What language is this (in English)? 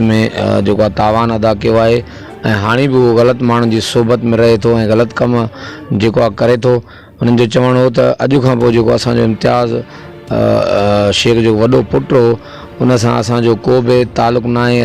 Sindhi